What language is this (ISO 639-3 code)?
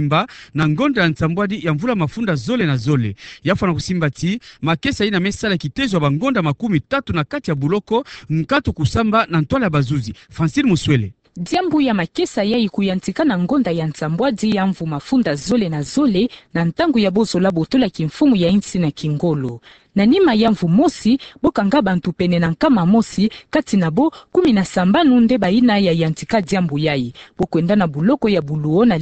ktu